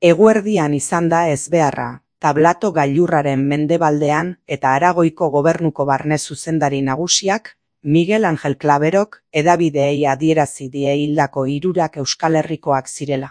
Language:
Basque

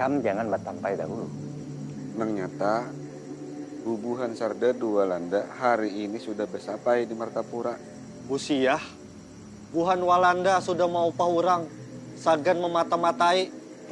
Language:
Banjar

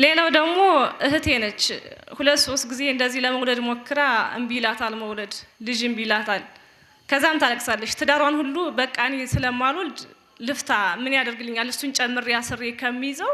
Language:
Amharic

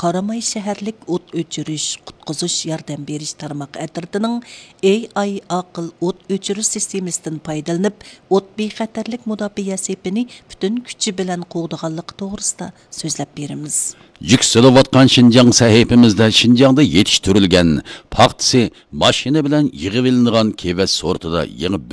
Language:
Uyghur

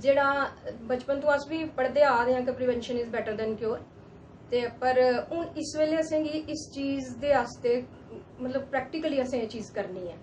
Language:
Dogri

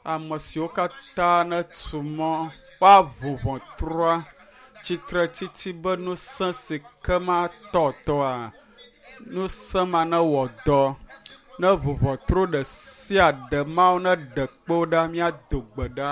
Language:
Ewe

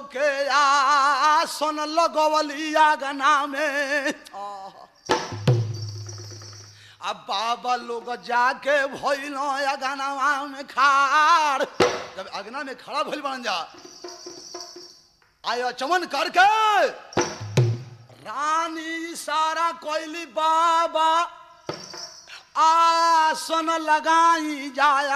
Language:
Bhojpuri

